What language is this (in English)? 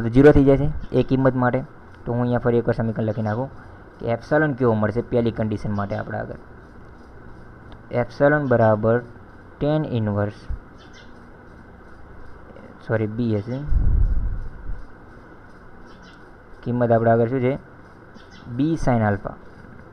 Gujarati